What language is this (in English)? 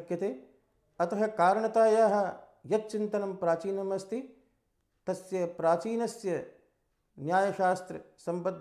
Sanskrit